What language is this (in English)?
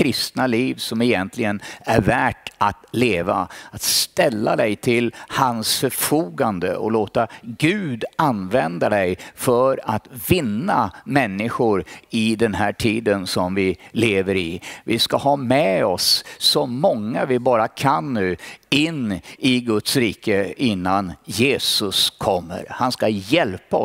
Swedish